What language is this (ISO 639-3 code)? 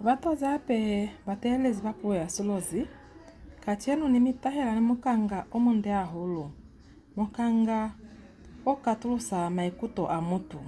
loz